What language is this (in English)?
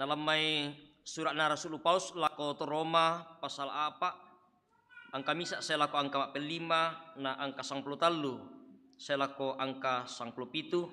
Toraja-Sa'dan